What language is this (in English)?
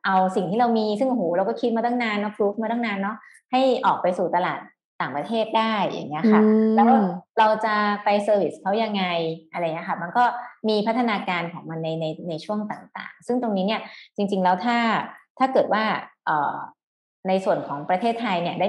Thai